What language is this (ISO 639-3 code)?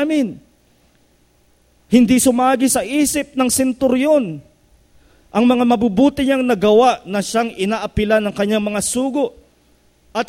fil